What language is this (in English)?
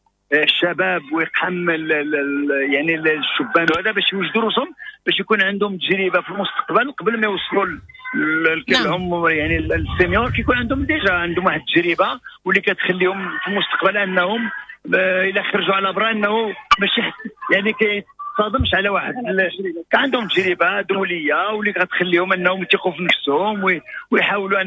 Moroccan Arabic